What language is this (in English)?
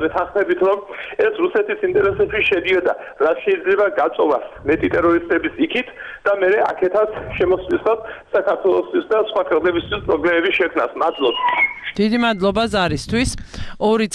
Georgian